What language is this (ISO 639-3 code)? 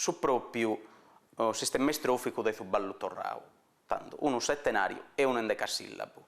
srd